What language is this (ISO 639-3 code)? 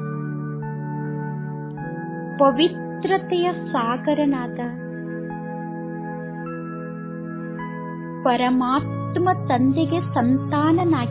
kan